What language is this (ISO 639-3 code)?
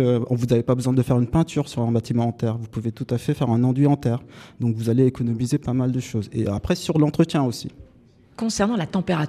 fra